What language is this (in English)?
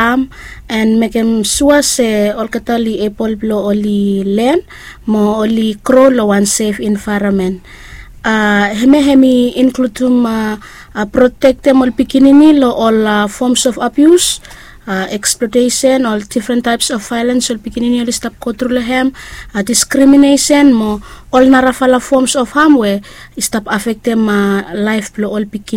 Bislama